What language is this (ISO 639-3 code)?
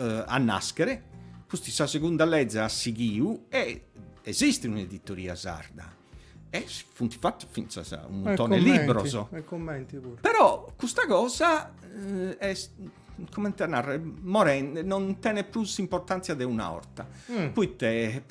srd